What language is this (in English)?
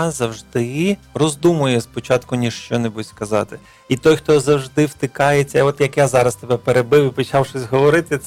Ukrainian